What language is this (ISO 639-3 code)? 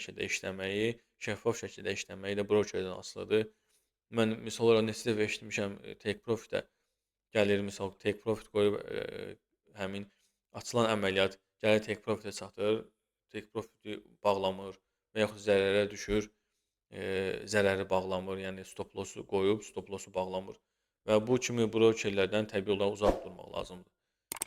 aze